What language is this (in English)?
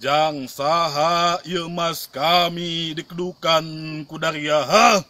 Sundanese